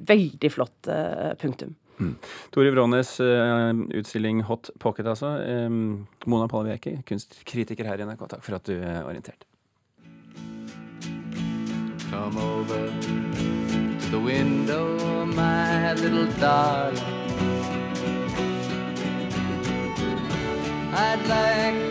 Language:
Norwegian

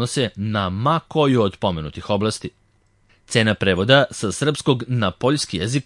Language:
Serbian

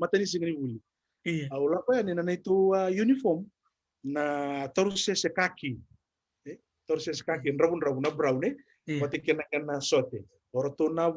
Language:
Fijian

